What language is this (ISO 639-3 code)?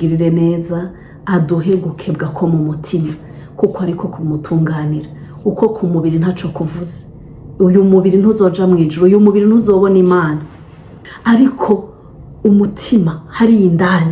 run